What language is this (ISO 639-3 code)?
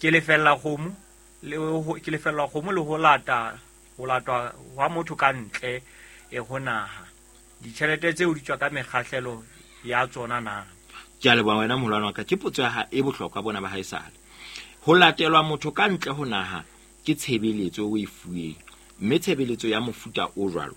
sot